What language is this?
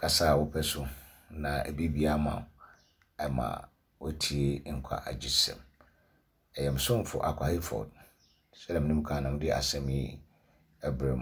Akan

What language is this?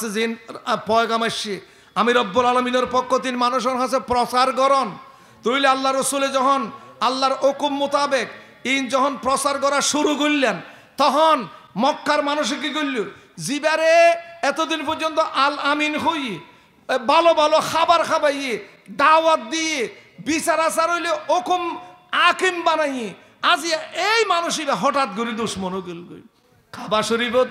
Rohingya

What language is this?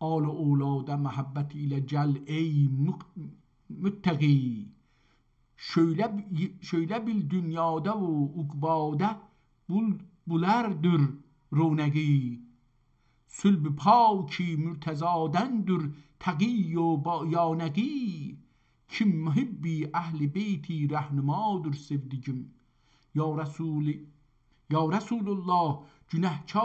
South Azerbaijani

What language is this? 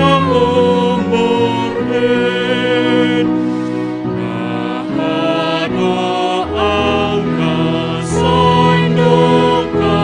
Batak Simalungun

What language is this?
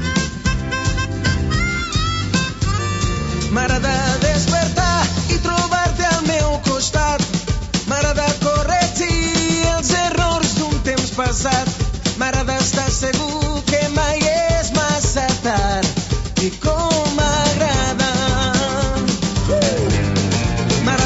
Catalan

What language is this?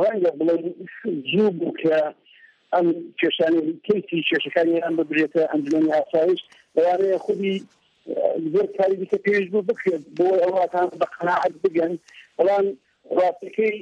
Central Kurdish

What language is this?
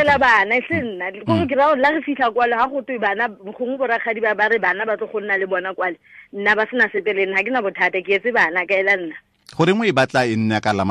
Tswana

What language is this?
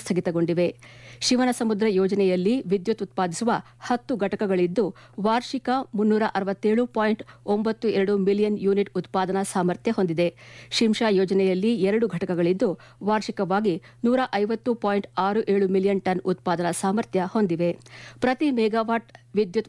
Kannada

